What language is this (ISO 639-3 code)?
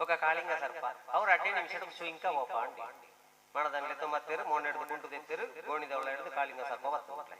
tcy